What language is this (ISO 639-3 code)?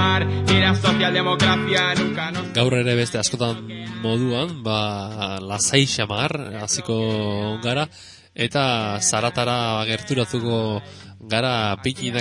eus